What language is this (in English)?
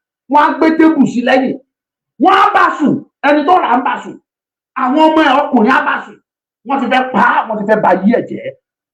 Yoruba